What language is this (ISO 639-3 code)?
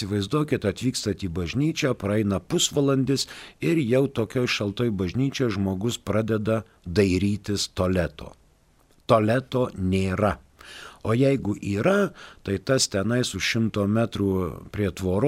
lit